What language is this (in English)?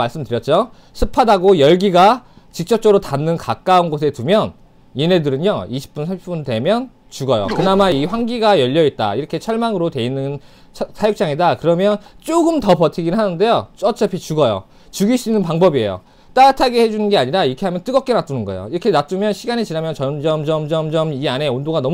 Korean